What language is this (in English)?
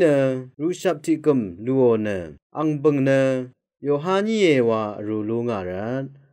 Rawang